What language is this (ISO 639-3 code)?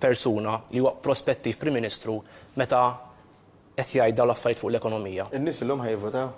mlt